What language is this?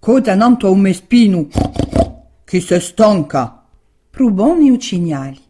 Corsican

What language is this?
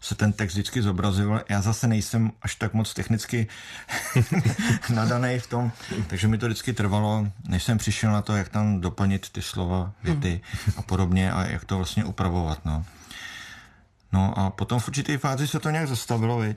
Czech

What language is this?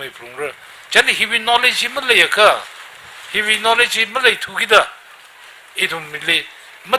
Tangkhul Naga (India)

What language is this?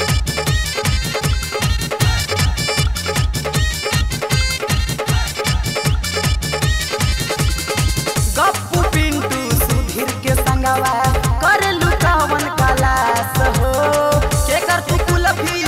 Bhojpuri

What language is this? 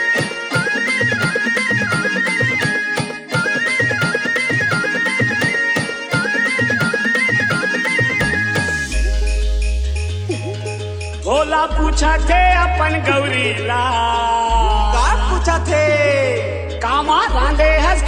Chhattisgarhi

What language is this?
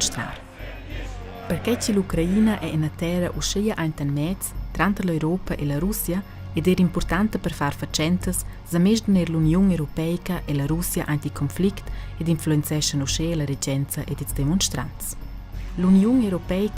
Romansh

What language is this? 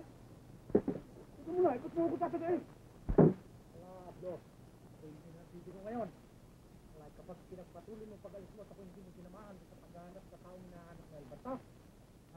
Filipino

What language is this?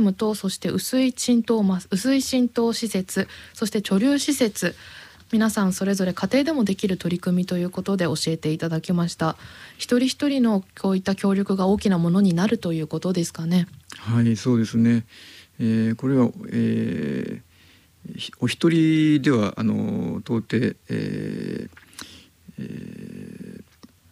Japanese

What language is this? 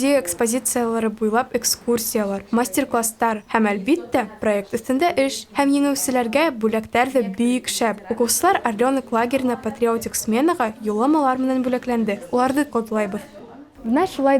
Bashkir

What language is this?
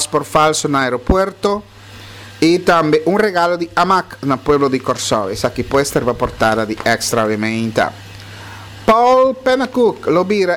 Papiamento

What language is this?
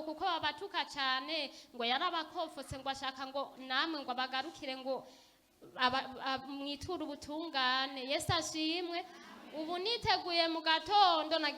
Rundi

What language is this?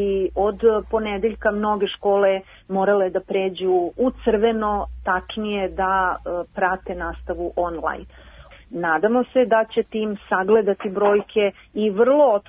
Serbian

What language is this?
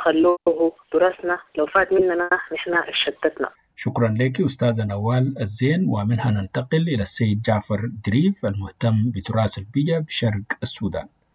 Sudanese Arabic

